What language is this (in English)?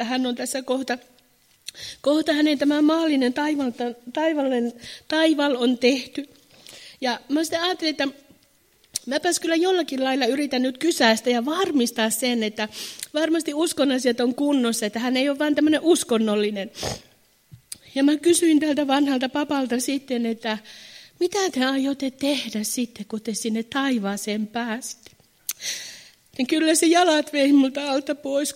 Finnish